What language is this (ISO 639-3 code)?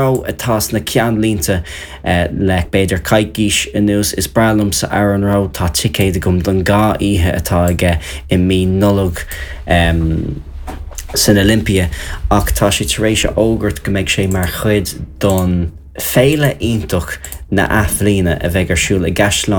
gle